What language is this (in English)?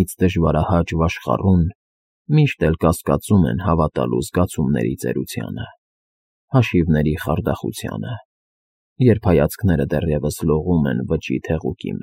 Armenian